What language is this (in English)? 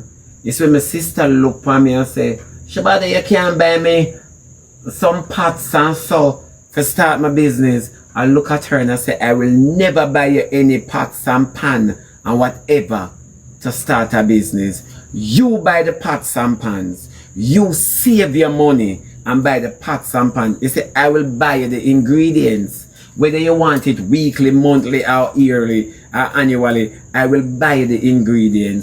Jamaican Creole English